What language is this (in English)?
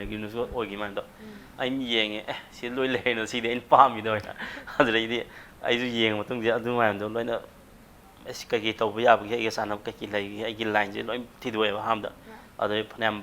Manipuri